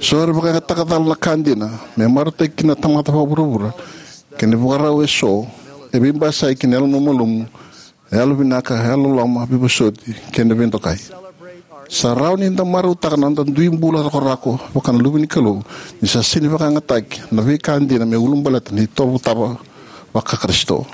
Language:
Fijian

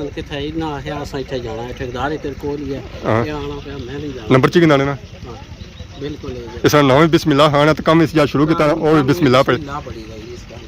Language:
Pahari-Potwari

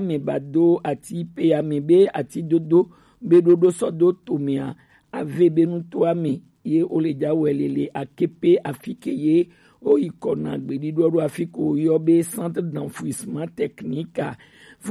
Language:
Gen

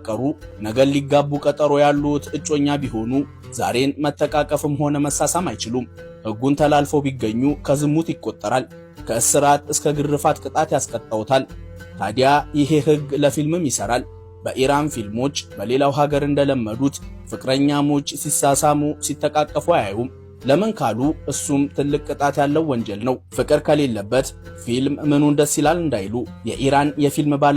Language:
Amharic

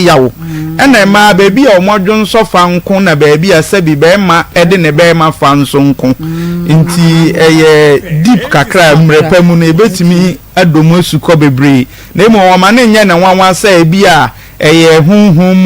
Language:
Akan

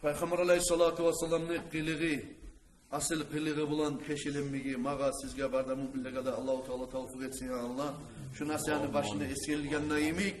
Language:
Kumyk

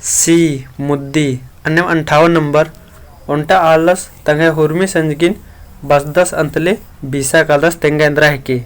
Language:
Kurukh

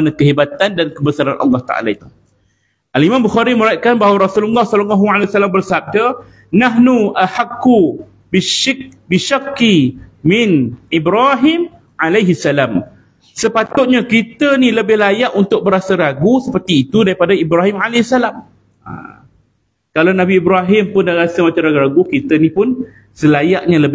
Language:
Malay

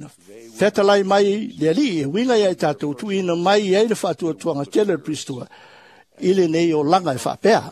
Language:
Samoan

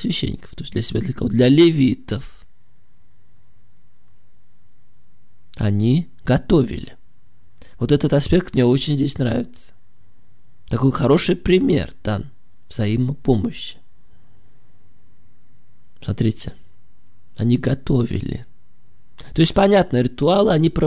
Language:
Russian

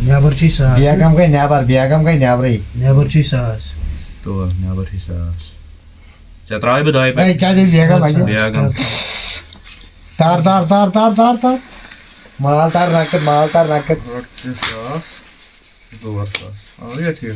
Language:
Kashmiri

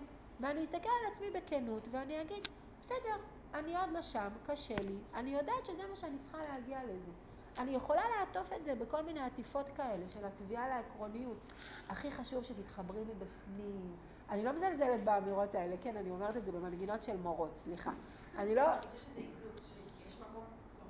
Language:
Hebrew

